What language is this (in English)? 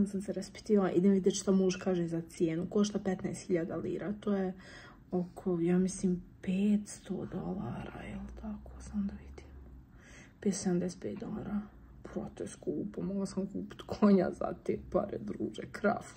Croatian